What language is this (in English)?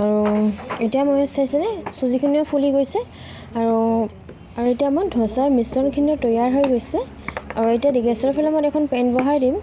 Assamese